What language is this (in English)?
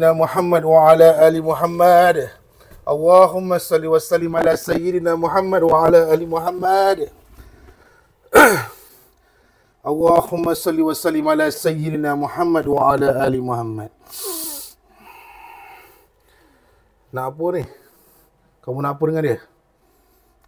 Malay